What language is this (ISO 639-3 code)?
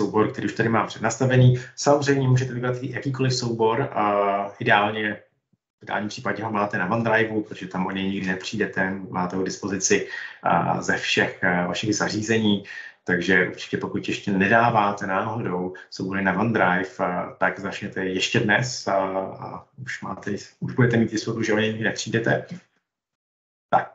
ces